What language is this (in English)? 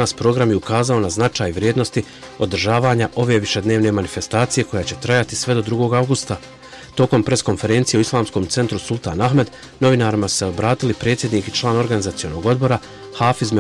Bosnian